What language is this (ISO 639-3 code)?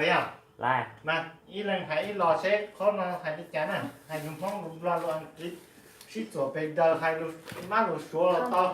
hmn